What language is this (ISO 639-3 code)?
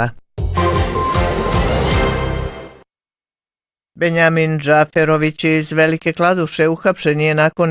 bos